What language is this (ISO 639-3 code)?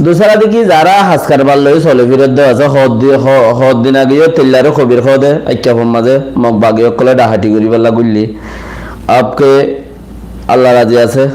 rhg